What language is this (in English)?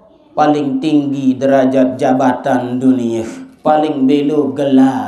Sasak